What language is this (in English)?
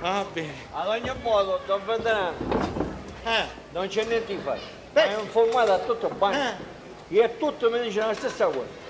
Sicilian